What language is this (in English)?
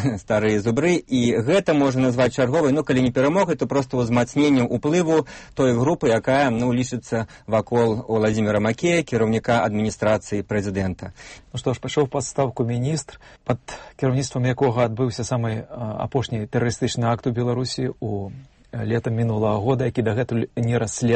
Belarusian